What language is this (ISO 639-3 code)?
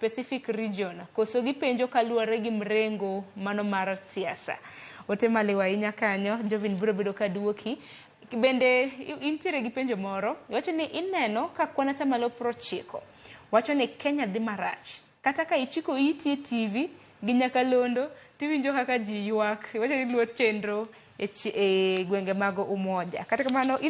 luo